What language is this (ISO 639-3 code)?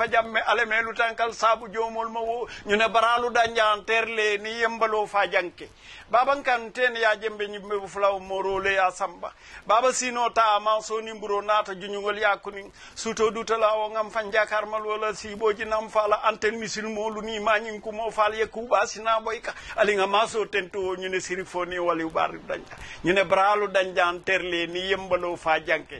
wol